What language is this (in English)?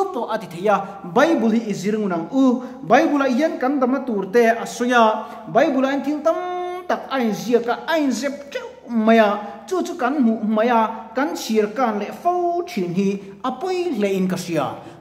Mizo